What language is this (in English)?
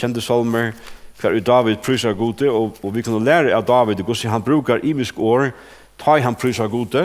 Faroese